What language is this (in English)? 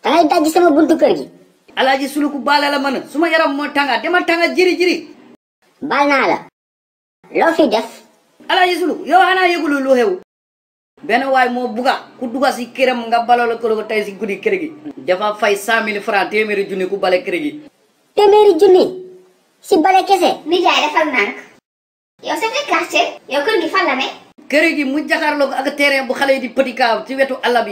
Wolof